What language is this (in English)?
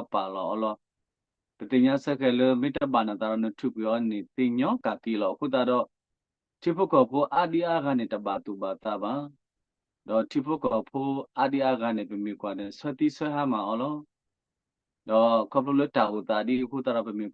S'gaw Karen